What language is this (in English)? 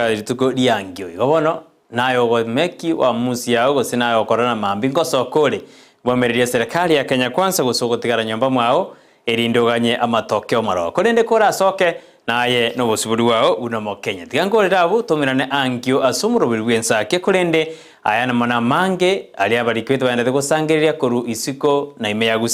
Gusii